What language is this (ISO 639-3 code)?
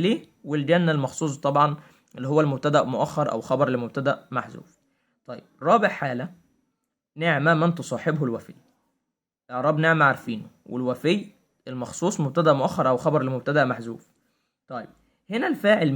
arz